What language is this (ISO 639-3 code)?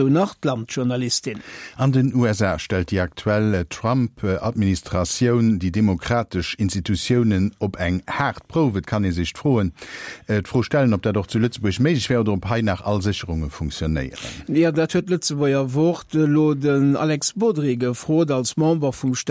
ltz